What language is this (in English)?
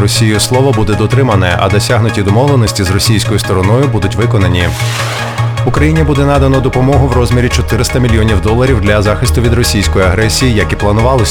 Ukrainian